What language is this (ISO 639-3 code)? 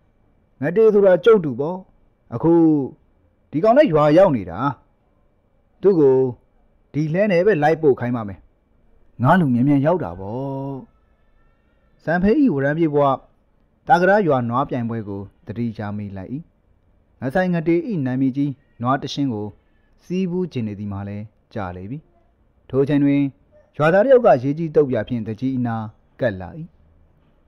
mya